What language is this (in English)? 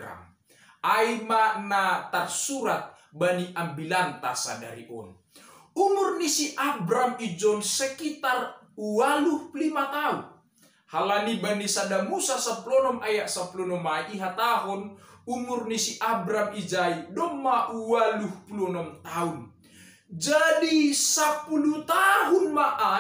Batak Simalungun